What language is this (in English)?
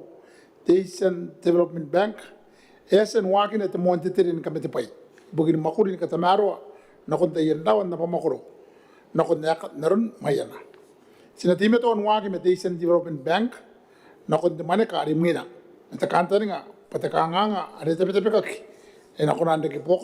Gilbertese